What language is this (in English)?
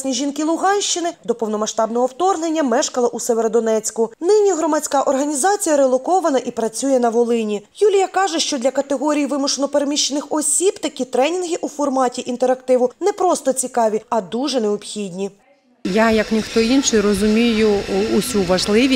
Ukrainian